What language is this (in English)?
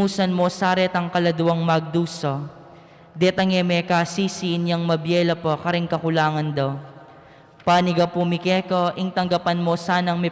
Pampanga